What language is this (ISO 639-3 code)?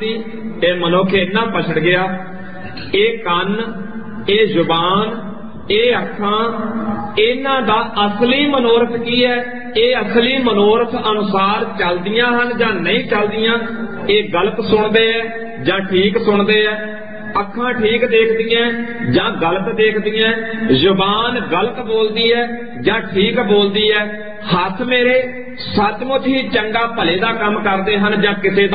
pan